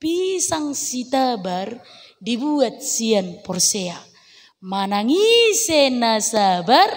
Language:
Batak Toba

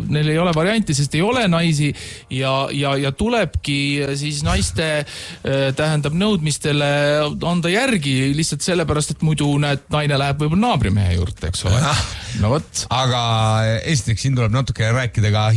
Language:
Estonian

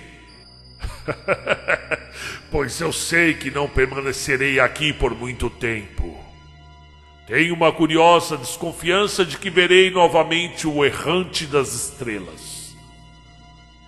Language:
Portuguese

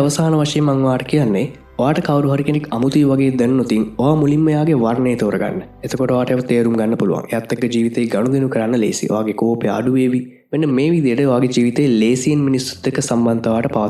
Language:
Sinhala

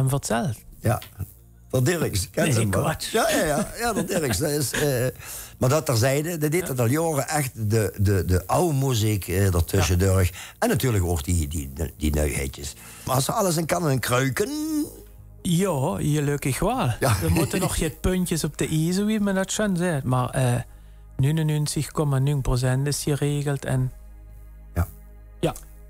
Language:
Limburgish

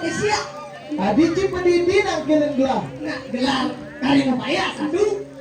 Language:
Balinese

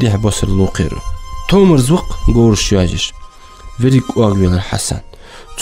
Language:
Ingush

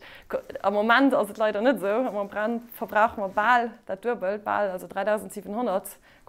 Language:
Luxembourgish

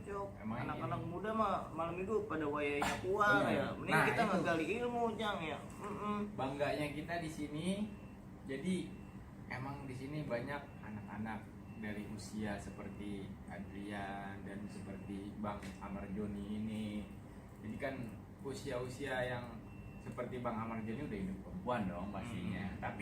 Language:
Betawi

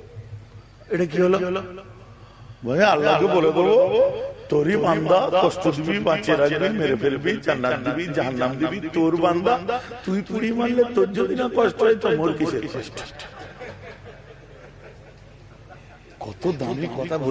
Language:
Bangla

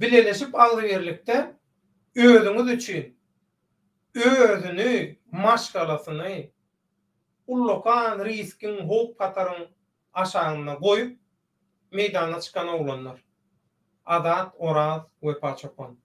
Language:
Turkmen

